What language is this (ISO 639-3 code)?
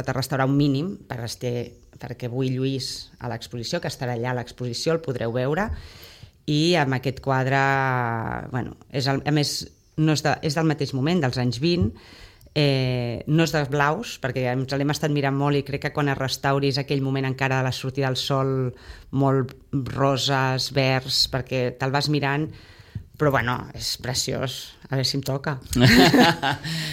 cat